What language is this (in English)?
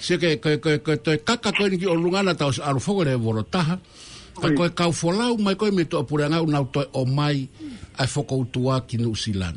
Tongan